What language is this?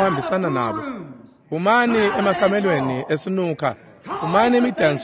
Swati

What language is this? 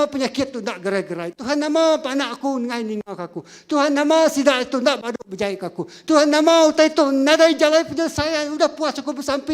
Iban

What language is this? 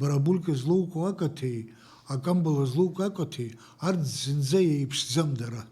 Abkhazian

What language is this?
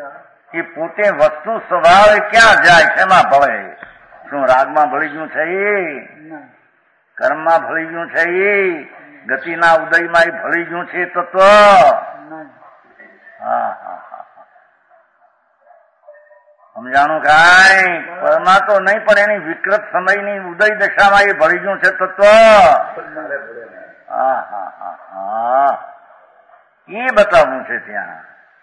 Gujarati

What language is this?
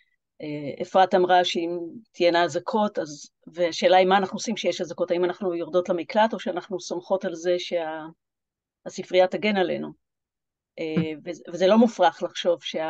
Hebrew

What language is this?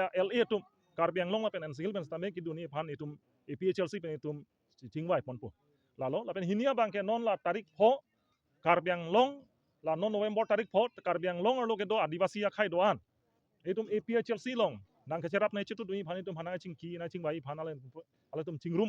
Karbi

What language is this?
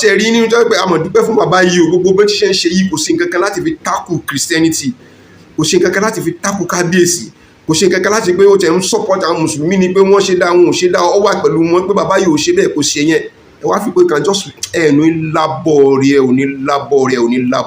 Yoruba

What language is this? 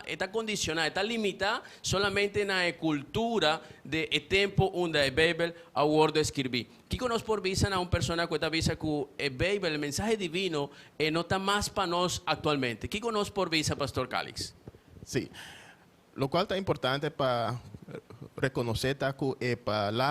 Papiamento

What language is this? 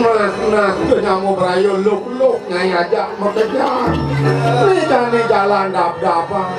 Balinese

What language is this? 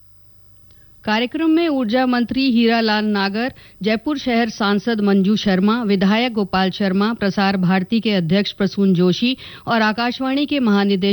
Hindi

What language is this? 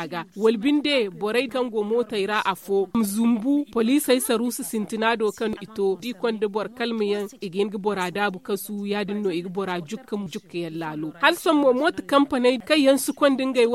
Zarma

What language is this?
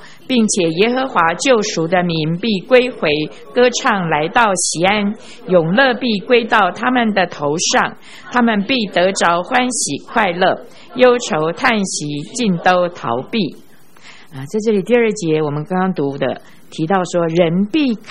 Chinese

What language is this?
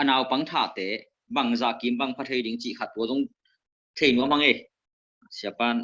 Tedim Chin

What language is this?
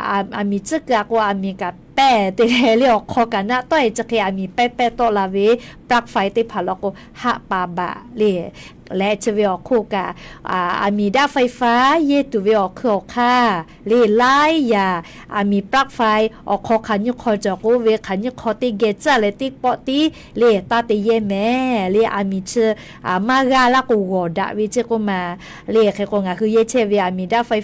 Lahu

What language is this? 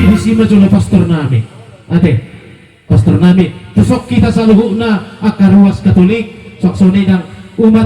Batak Toba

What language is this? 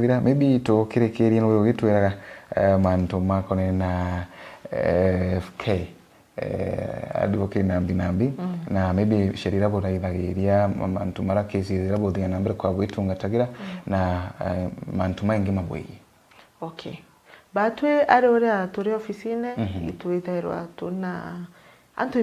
Meru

